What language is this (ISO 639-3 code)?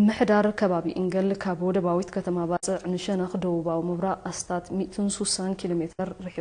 tir